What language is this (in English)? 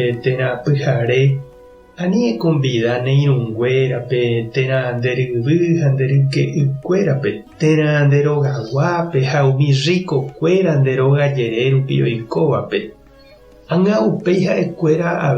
Guarani